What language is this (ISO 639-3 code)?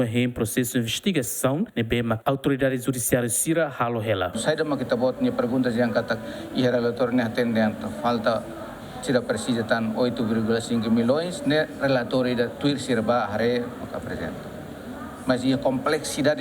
tet